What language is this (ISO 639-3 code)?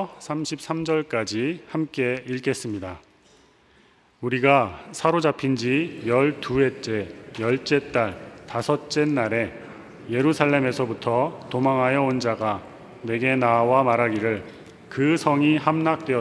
kor